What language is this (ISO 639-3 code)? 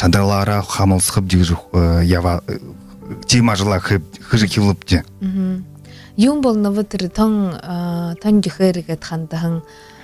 bua